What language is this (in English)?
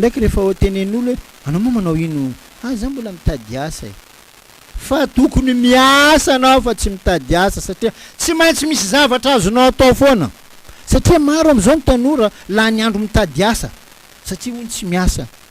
Malagasy